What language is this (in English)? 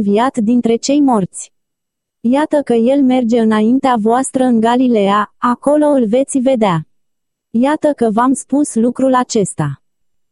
Romanian